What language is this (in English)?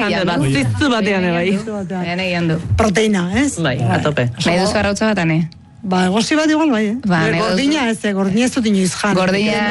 Basque